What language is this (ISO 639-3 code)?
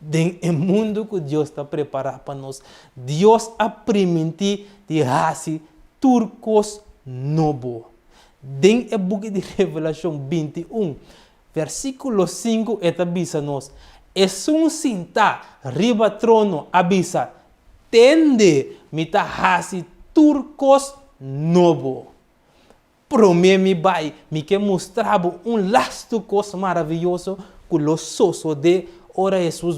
pap